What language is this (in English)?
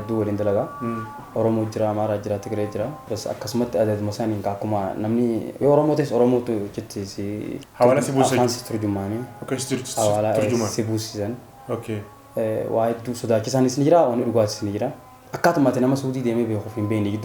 Oromo